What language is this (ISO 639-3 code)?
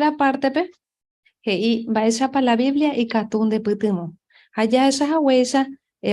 grn